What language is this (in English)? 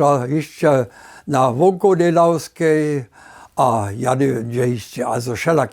Upper Sorbian